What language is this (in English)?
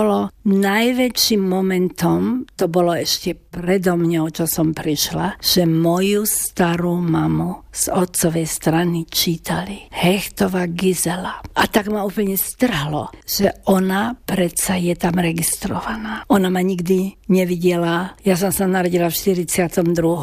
Slovak